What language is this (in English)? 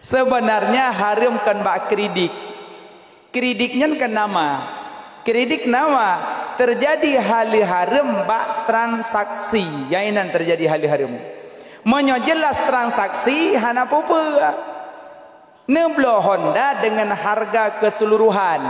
Achinese